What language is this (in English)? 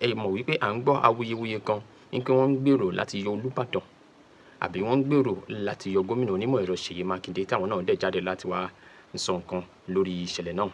Yoruba